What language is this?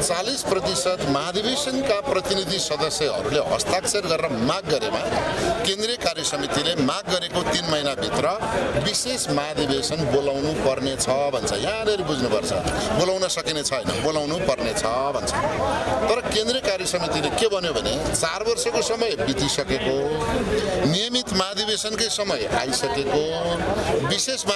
Nepali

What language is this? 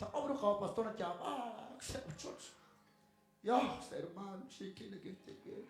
Kekchí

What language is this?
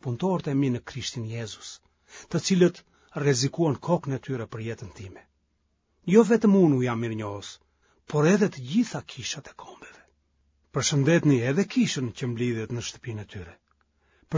Albanian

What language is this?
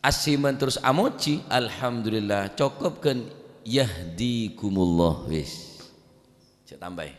Madurese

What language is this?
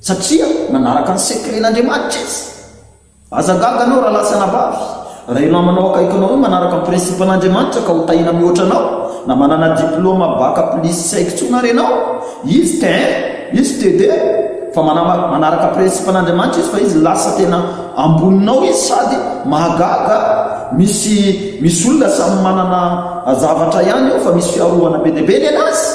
Malagasy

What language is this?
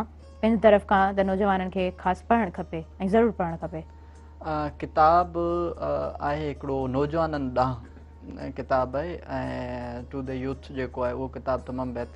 Sindhi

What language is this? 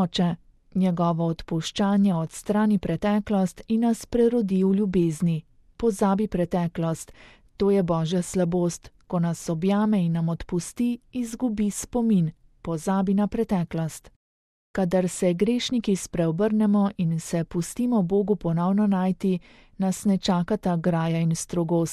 Slovenian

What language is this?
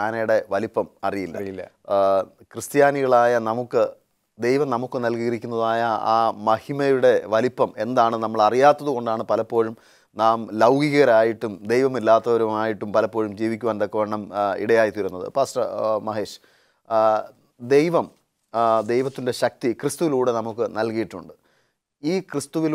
Malayalam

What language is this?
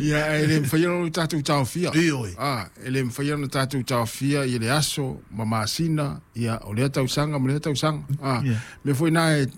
Samoan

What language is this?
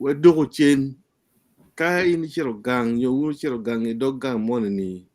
Acoli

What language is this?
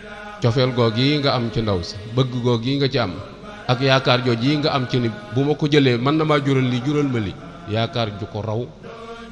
Wolof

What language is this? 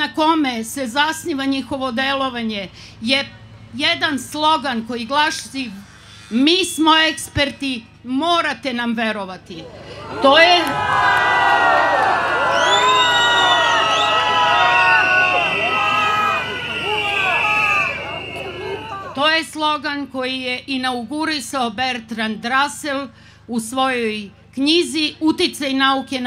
Serbian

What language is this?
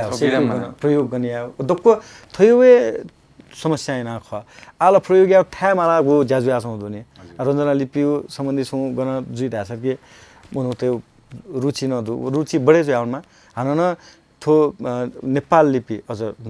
Newari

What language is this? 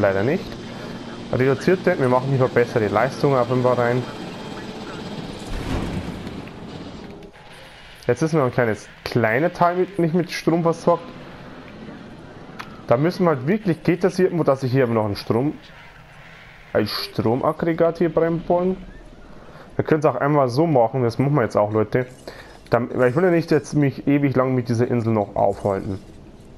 German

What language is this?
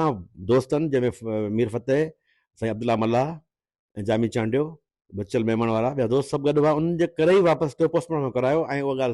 Sindhi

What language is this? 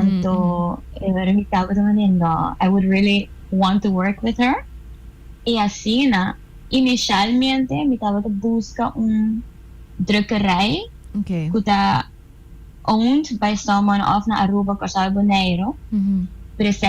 Papiamento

